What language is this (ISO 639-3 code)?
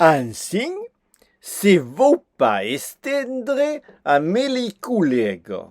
oci